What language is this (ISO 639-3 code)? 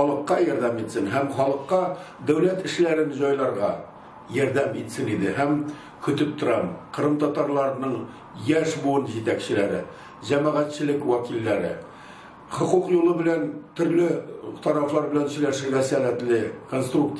tat